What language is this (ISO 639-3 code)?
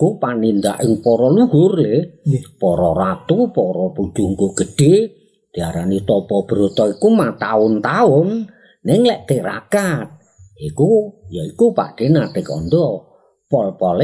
jav